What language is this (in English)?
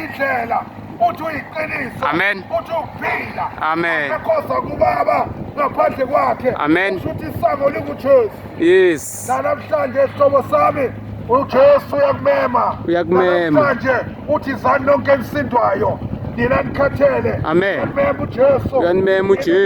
Zulu